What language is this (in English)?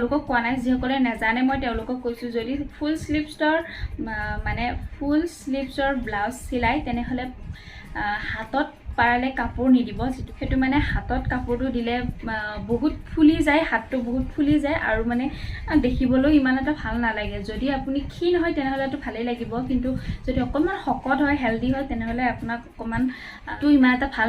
Assamese